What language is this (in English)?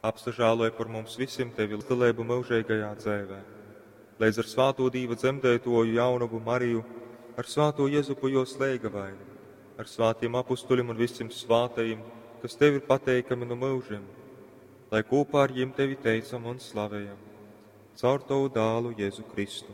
Latgalian